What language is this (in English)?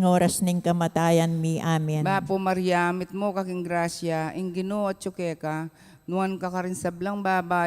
Pampanga